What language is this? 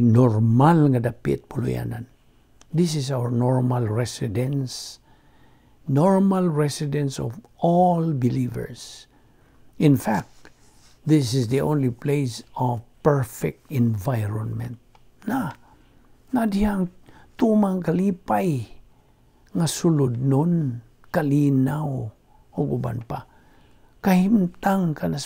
Cebuano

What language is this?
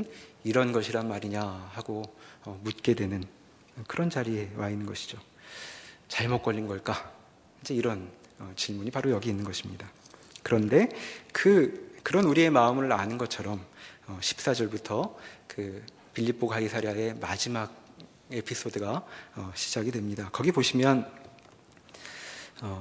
Korean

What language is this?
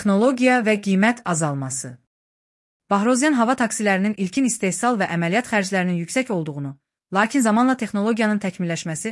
Azerbaijani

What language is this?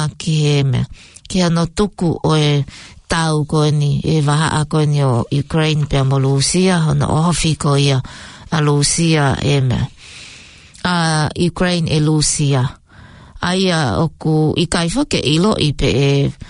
Tongan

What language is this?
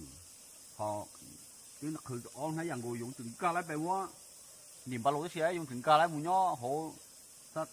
Hmong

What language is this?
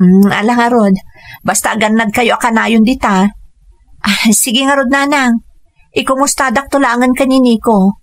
Iloko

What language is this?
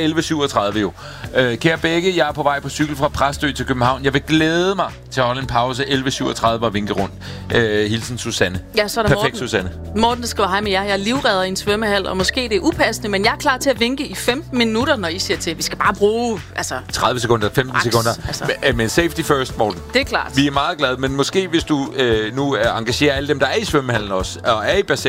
Danish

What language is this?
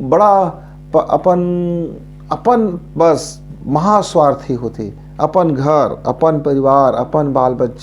Chhattisgarhi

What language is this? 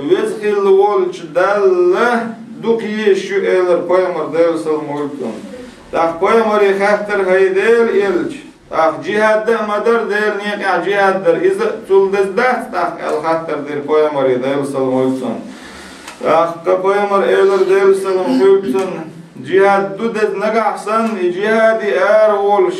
Chechen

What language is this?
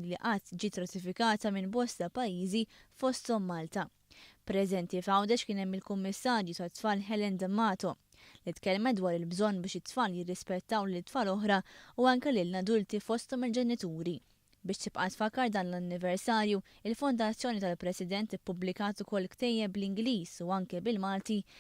Maltese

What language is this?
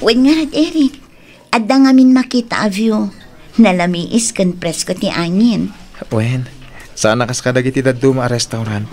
Iloko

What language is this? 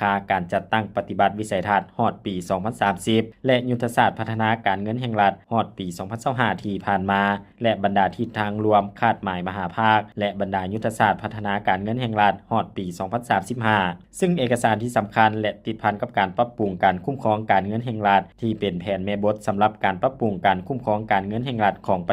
Lao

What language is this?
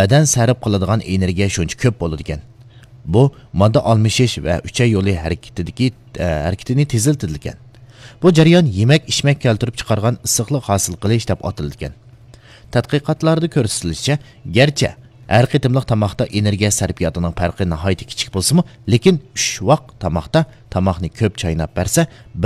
Uyghur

